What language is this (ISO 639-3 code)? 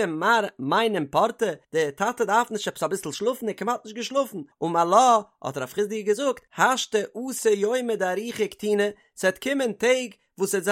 yid